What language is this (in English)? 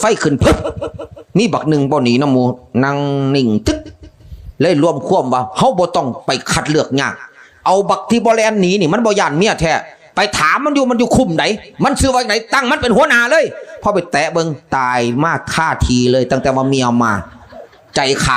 Northeastern Thai